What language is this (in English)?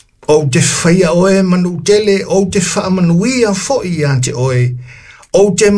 Samoan